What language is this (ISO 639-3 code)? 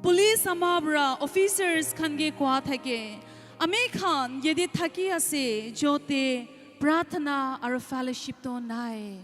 nag